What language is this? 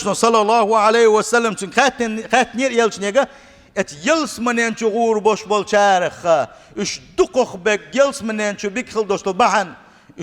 Chechen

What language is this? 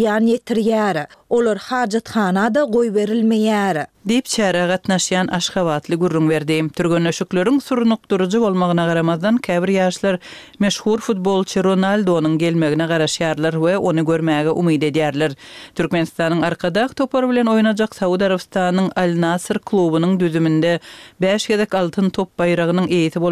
Turkmen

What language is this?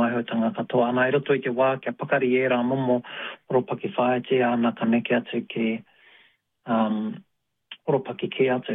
Māori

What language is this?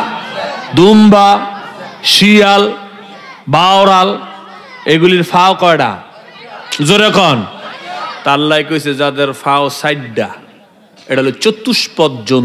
Bangla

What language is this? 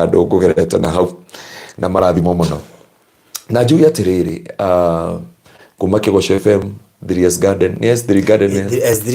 Kikuyu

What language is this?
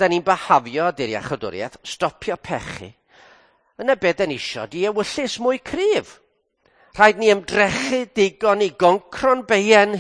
Welsh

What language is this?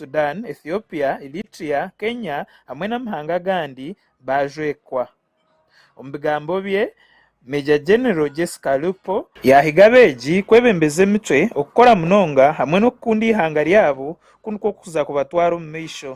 Nyankole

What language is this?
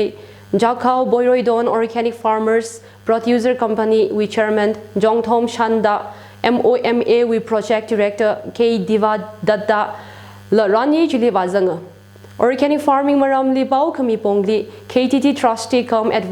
Tangkhul Naga (India)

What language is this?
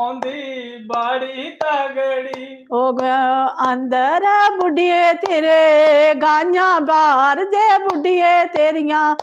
Dogri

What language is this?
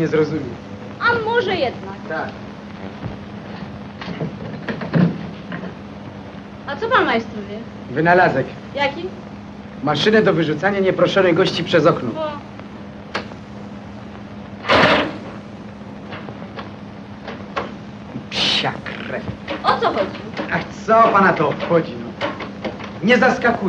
Polish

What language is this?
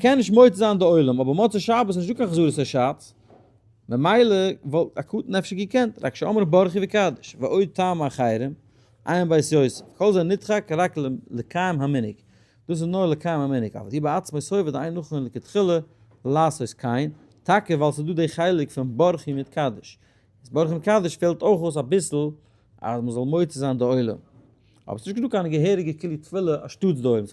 Yiddish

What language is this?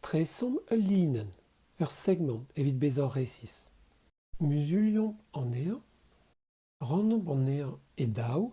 Breton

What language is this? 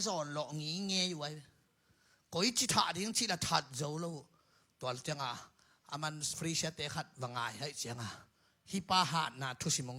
Tedim Chin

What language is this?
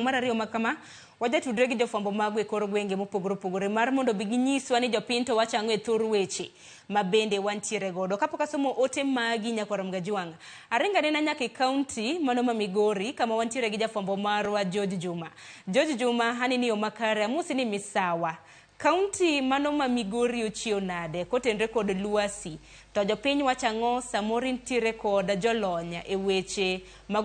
Luo (Kenya and Tanzania)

